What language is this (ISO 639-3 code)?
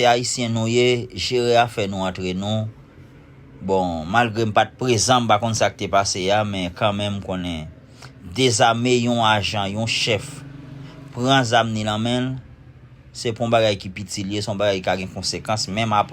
hat